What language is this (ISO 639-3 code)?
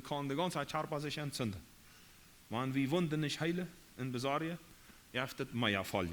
pdt